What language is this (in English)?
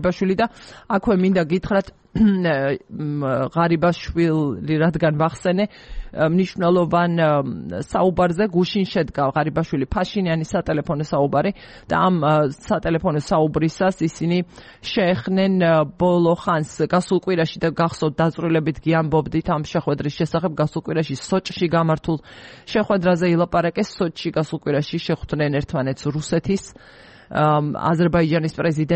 Georgian